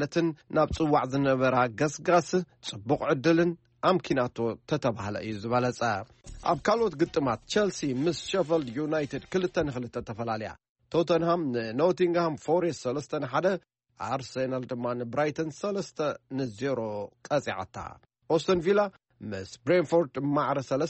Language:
Tigrinya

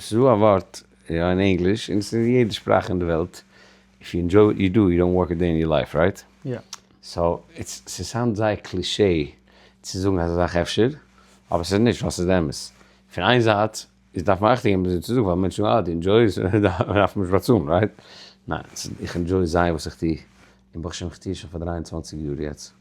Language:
Yiddish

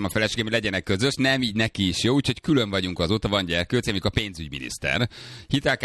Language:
Hungarian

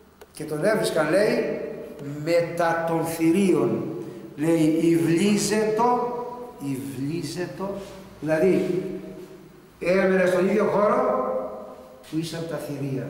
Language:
Greek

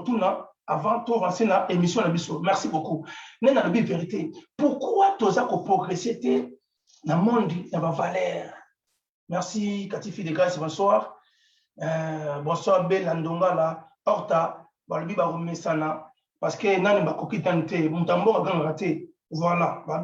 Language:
Lingala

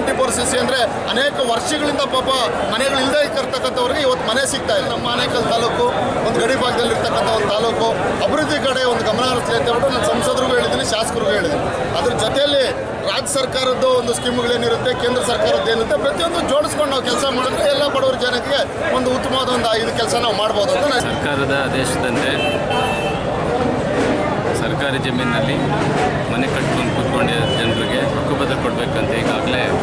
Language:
Kannada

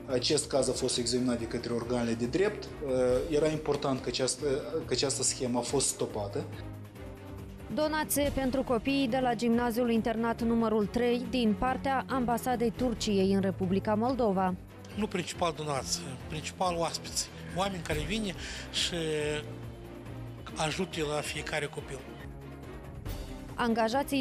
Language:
Romanian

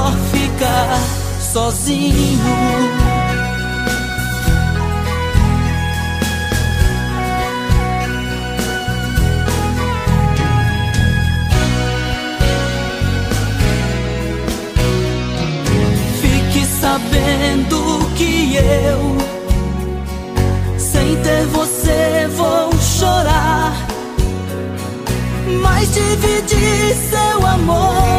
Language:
Portuguese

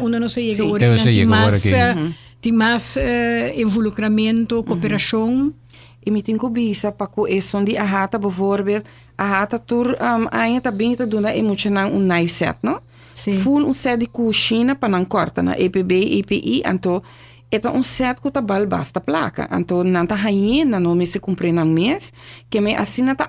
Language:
Papiamento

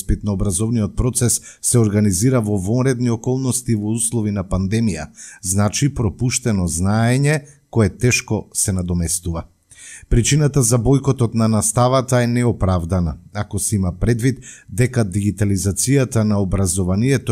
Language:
Macedonian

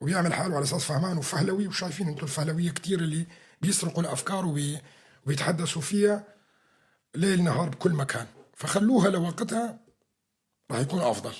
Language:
North Levantine Arabic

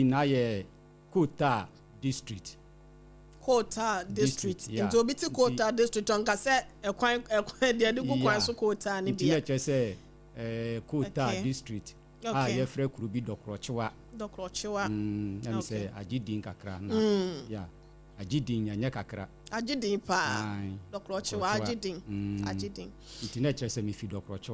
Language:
Akan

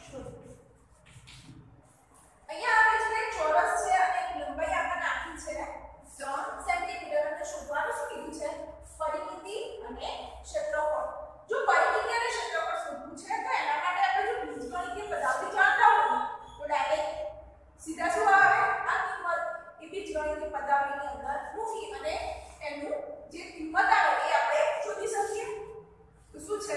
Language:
Gujarati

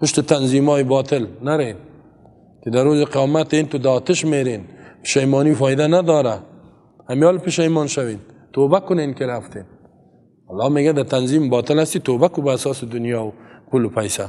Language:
Persian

